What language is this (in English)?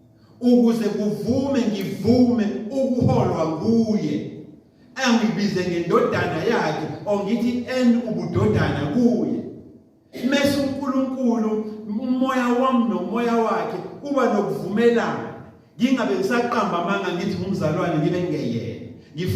Zulu